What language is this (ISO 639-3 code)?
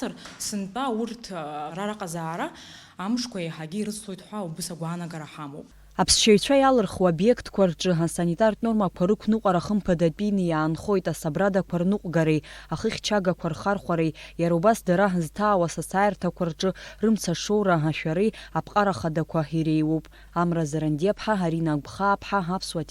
abk